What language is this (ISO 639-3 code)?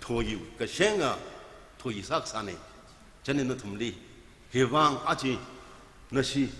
nmf